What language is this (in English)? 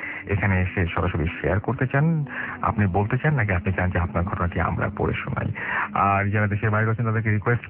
Bangla